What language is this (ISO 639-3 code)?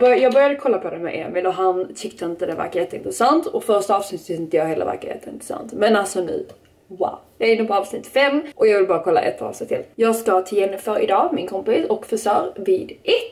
swe